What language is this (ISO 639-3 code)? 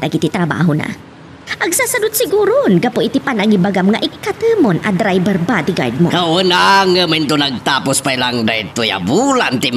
ilo